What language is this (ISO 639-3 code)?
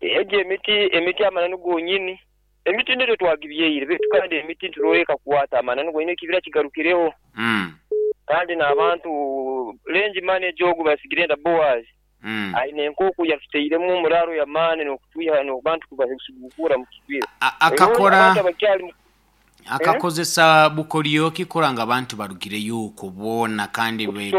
nyo